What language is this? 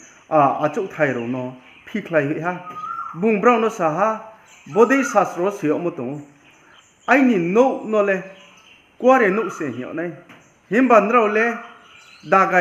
Riang (India)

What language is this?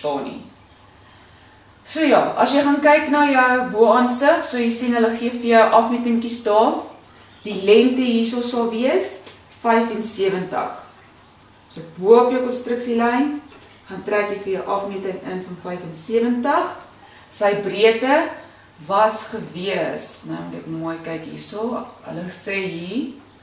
Afrikaans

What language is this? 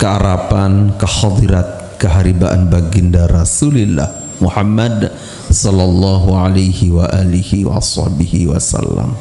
Sasak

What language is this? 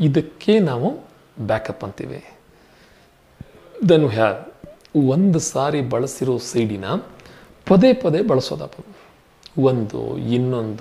Kannada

